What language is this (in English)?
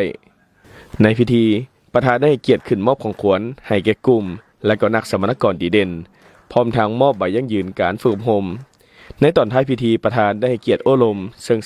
Lao